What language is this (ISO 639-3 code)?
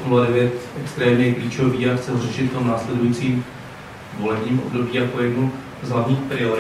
ces